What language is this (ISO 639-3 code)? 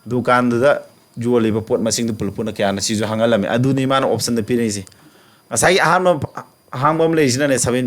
mni